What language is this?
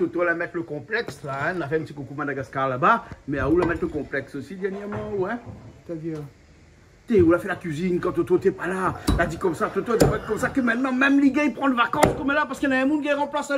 Réunion Creole French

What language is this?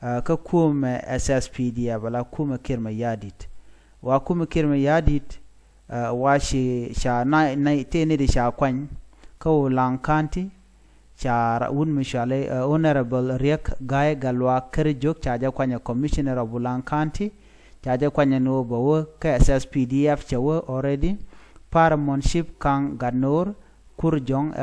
Nuer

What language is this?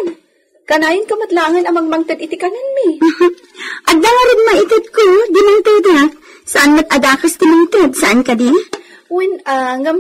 Iloko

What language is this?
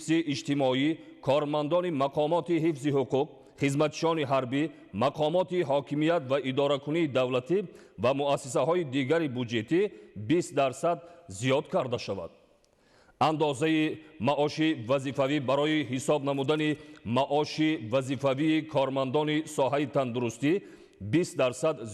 Tajik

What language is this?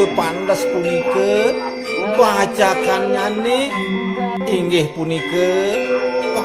Balinese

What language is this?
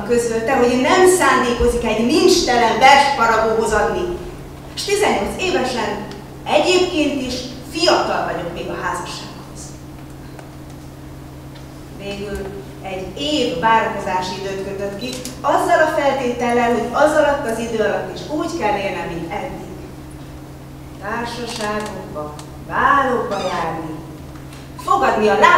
Hungarian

